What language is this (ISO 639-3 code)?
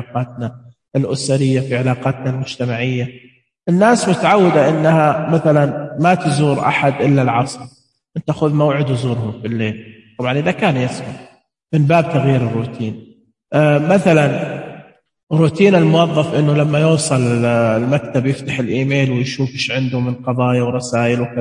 ars